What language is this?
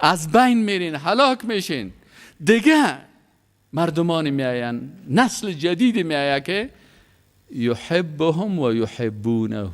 Persian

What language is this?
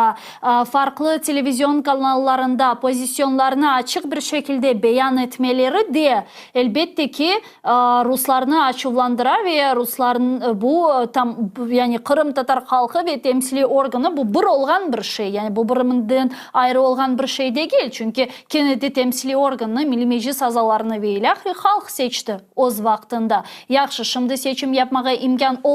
Crimean Tatar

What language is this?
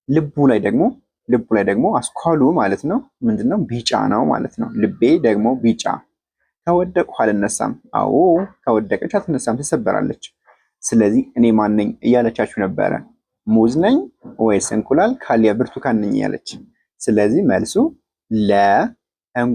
Amharic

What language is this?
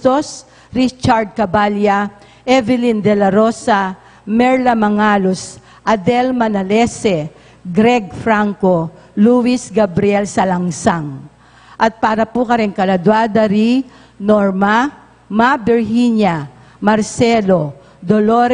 Pampanga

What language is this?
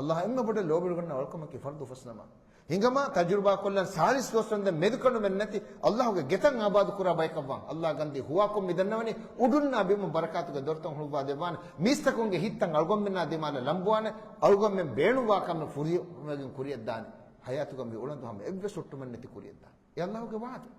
Divehi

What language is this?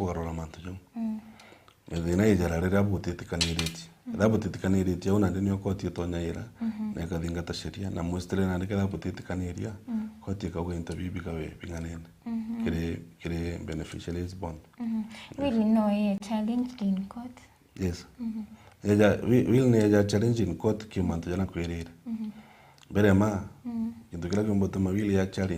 Meru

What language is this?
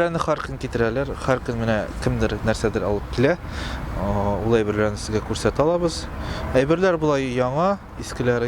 Tatar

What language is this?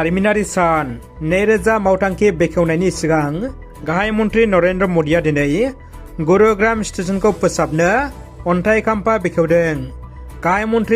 Bodo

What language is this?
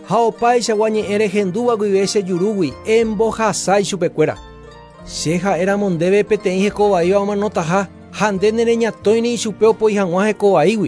Guarani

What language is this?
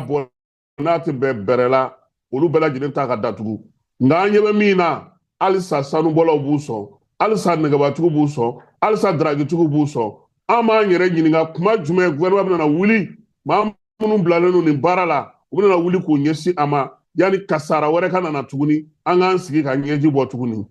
Bambara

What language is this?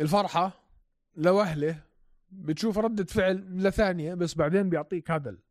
North Levantine Arabic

